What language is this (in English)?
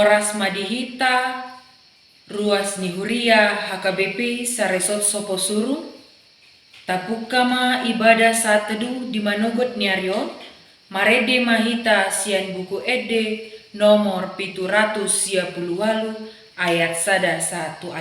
Batak Toba